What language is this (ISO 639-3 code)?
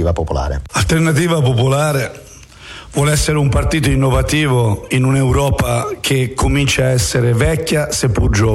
ita